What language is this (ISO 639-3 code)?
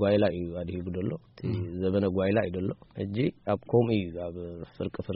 tir